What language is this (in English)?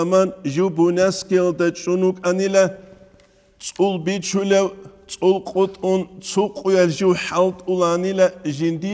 Avaric